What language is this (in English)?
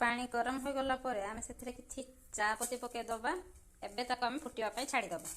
Odia